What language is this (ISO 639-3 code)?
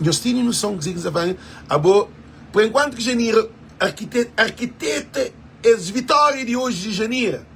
kea